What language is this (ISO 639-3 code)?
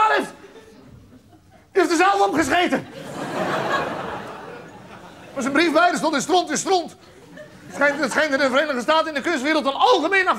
nld